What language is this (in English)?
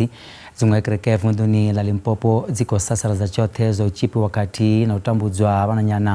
Venda